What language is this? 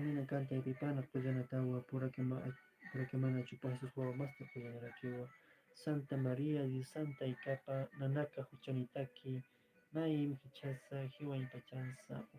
Aymara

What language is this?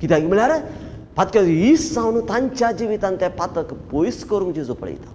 Konkani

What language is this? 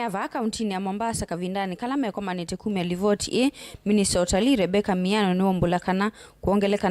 Kamba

